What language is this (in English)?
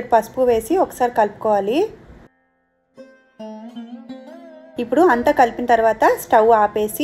Telugu